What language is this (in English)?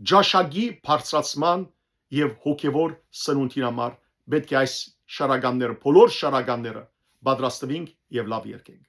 Western Armenian